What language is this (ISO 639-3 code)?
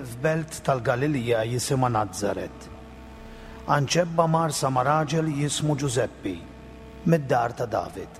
mlt